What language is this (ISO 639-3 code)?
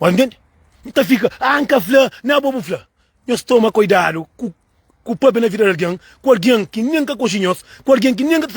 kea